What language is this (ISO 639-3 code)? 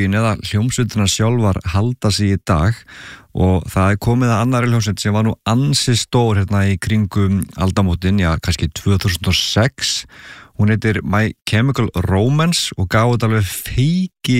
isl